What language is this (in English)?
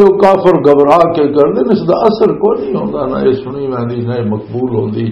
Western Panjabi